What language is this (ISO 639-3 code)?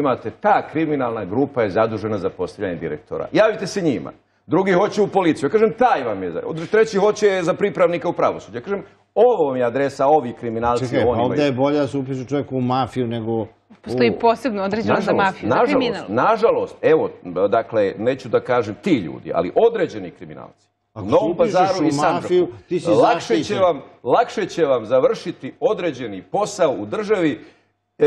bos